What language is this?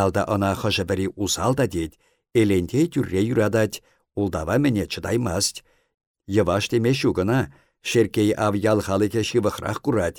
Chuvash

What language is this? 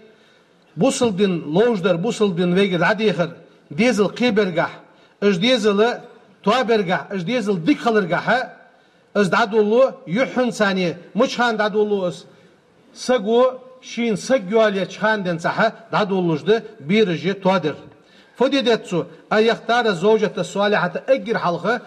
Ingush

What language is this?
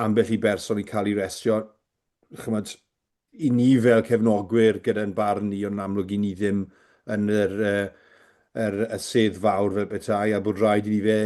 Welsh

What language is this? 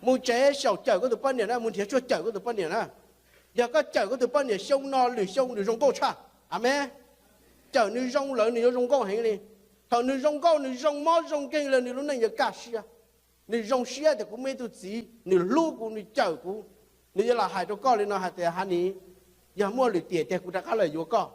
Hmong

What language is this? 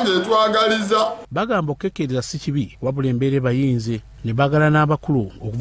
Ganda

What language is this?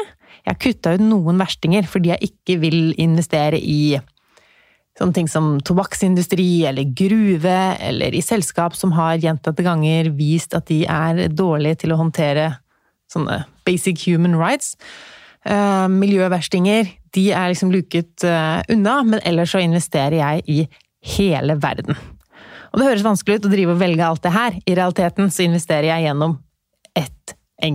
Norwegian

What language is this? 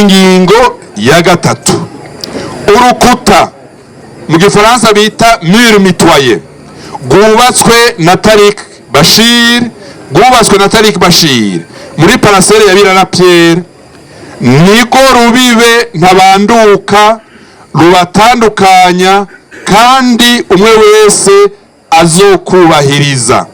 Rundi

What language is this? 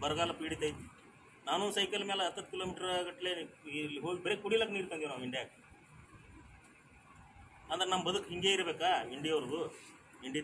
Kannada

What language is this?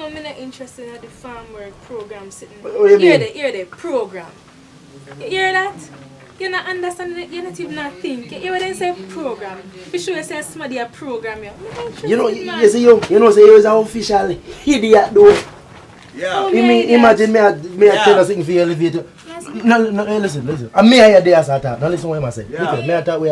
Jamaican Creole English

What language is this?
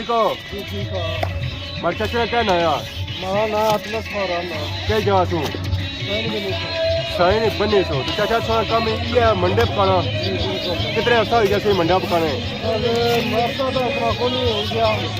Pahari-Potwari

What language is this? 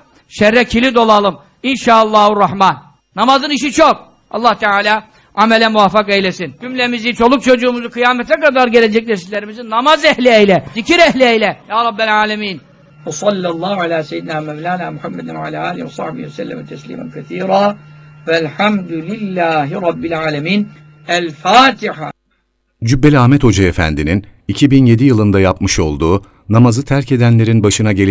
Turkish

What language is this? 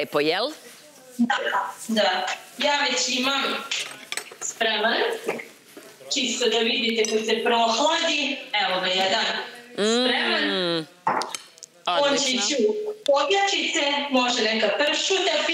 Serbian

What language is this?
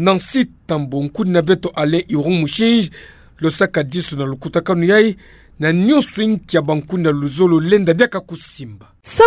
Kituba (Democratic Republic of Congo)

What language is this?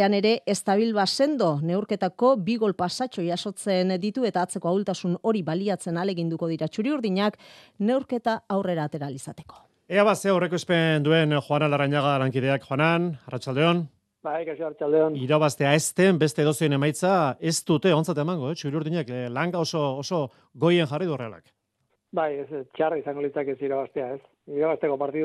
Basque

